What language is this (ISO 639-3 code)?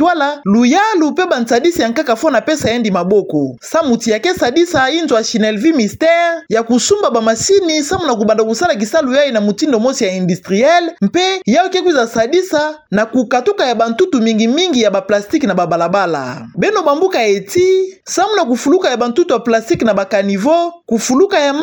ktu